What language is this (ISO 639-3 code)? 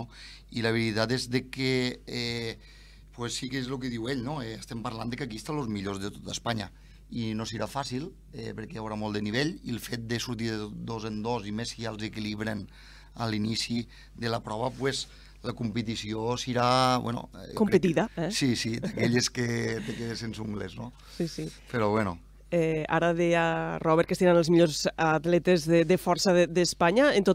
cat